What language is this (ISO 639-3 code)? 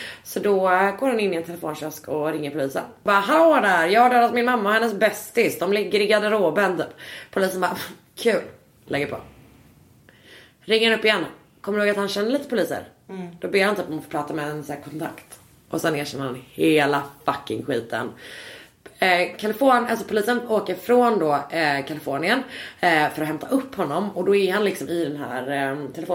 swe